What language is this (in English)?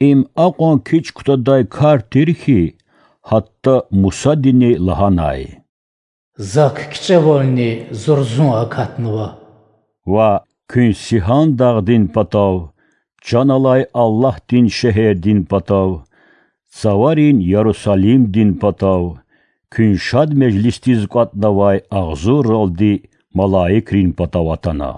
Lezghian